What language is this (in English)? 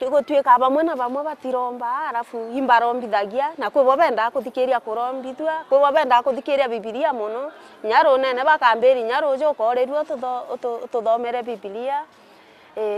Meru